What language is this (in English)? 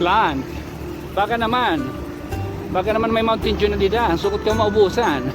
Waray